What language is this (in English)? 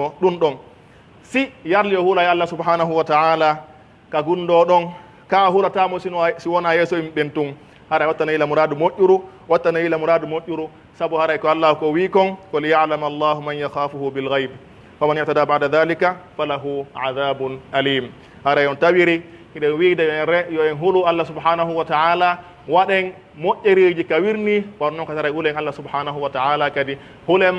Pular